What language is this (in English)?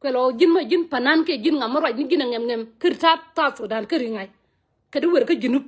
Nuer